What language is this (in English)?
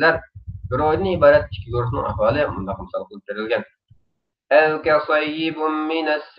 Uyghur